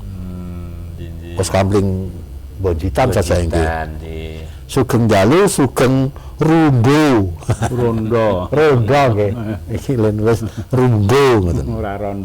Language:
Javanese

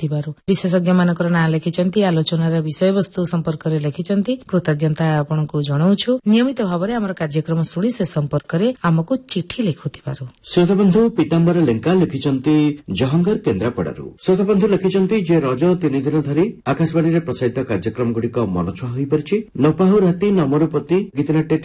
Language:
Odia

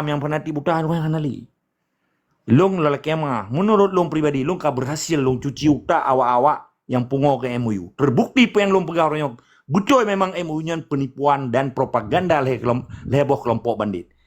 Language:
Achinese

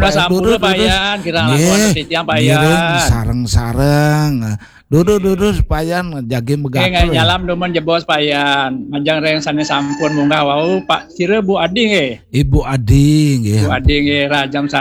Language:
Balinese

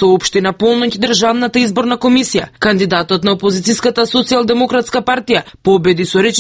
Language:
Macedonian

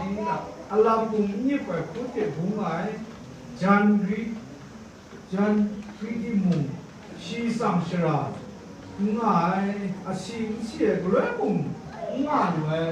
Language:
Kachin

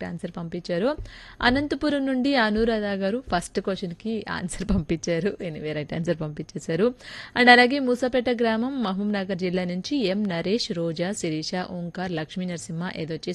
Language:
Telugu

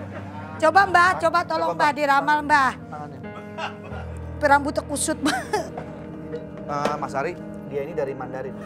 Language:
Indonesian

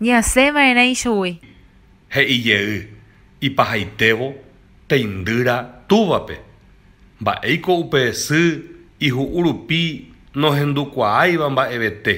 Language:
Guarani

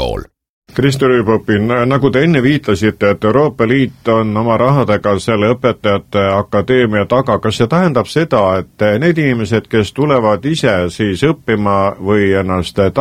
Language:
Estonian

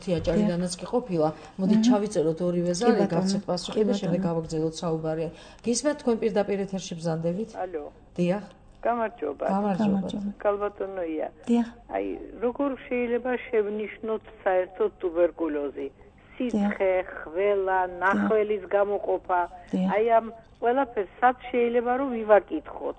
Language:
Georgian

